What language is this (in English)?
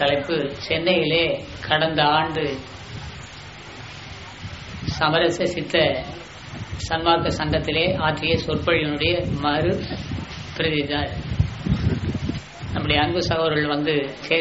Tamil